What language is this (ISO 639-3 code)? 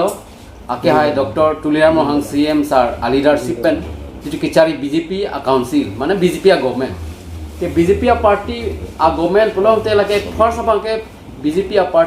mjw